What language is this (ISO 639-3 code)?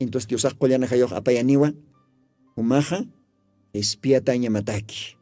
aym